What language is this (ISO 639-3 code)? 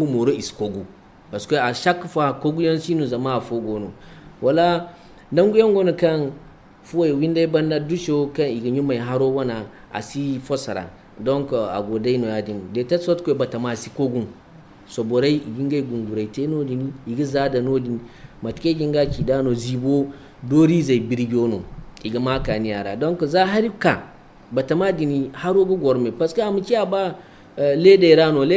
dje